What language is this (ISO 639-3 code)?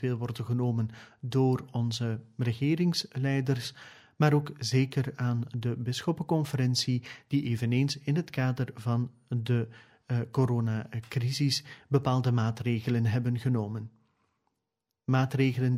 nld